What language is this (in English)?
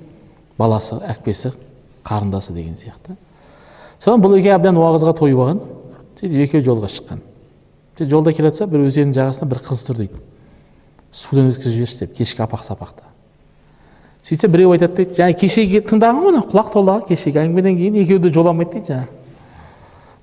Kazakh